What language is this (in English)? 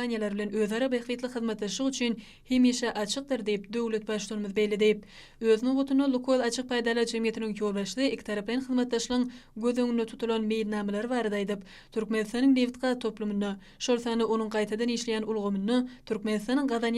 Turkmen